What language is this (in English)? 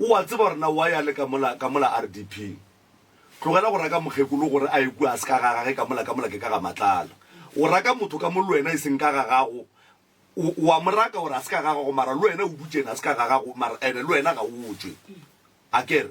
Northern Sotho